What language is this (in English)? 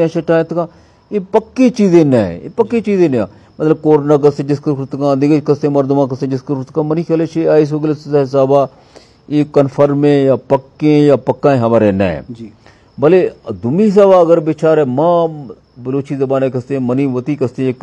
Eastern Balochi